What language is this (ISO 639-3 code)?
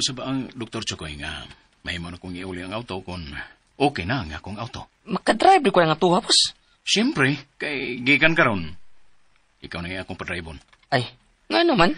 ceb